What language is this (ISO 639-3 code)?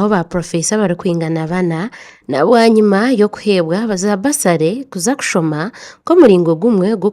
nyn